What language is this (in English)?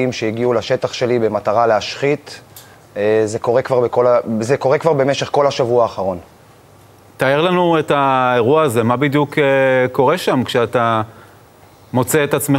Hebrew